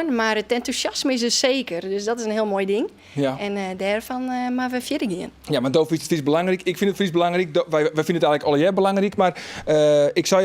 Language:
Western Frisian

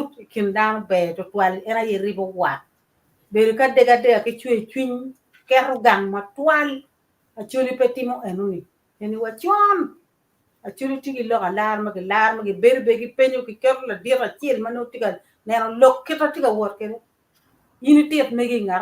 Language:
Acoli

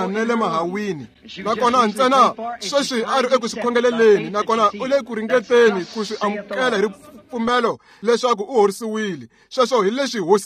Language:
Tsonga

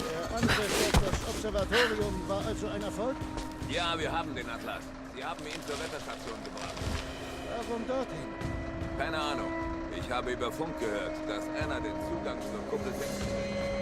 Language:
Swiss German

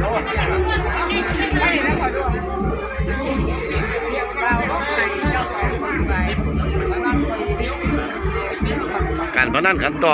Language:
Northeastern Thai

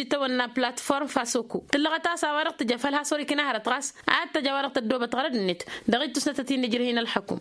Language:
Tamasheq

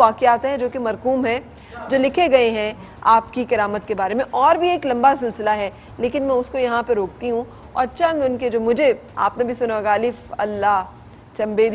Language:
Urdu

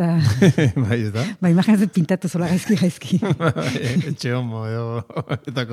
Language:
Basque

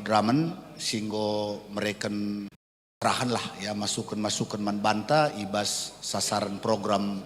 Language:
Batak Karo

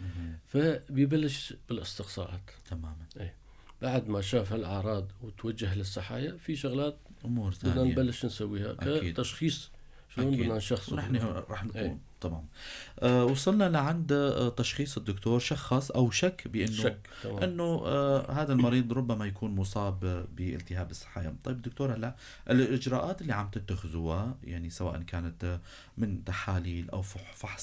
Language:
North Levantine Arabic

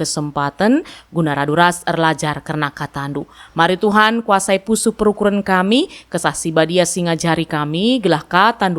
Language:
Batak Karo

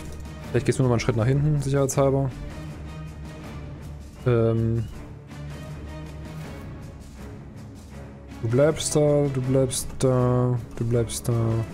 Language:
German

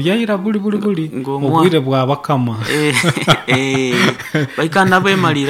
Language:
Nyoro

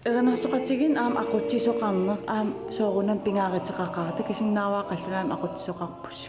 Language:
Kalaallisut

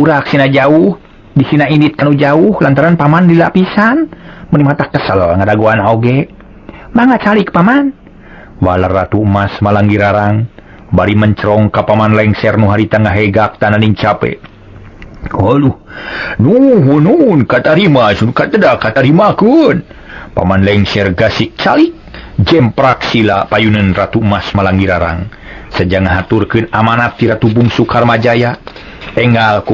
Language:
Sundanese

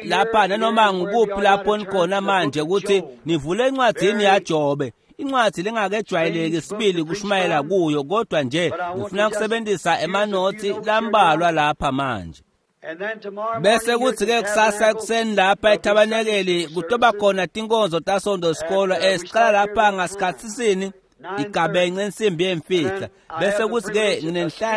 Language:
Swati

